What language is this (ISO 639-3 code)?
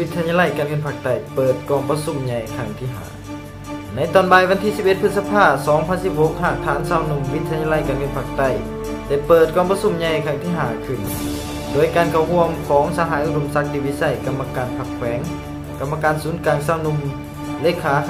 lao